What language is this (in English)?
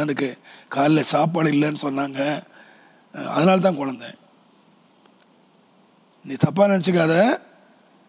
Tamil